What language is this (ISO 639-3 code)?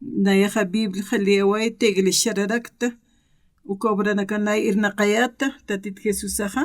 aym